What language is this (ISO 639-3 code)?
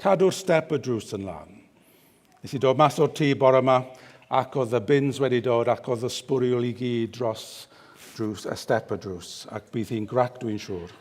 cym